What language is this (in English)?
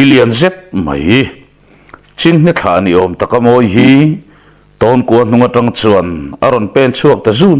Mizo